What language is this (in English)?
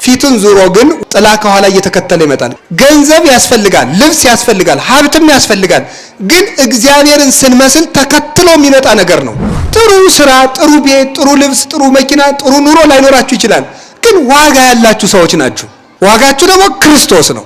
Amharic